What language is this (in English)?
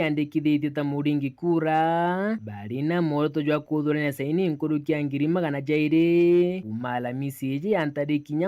Meru